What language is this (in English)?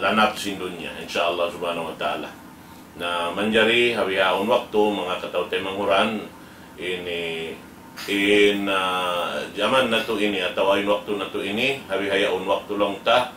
Tausug